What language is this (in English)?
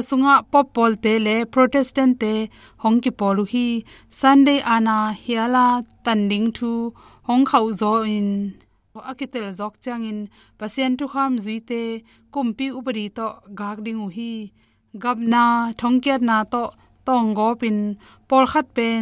Tedim Chin